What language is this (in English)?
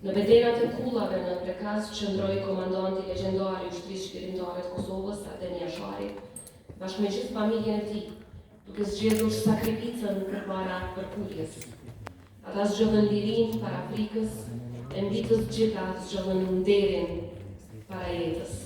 Albanian